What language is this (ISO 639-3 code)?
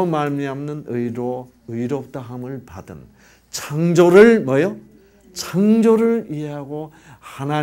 kor